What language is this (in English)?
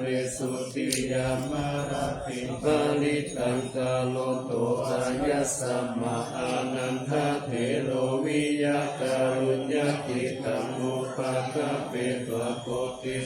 Pali